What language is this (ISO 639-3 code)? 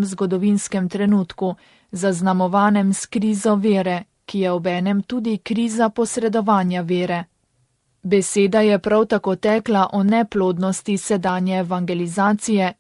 slv